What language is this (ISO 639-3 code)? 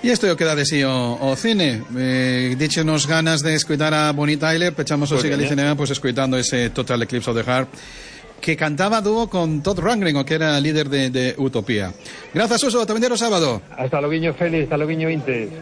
glg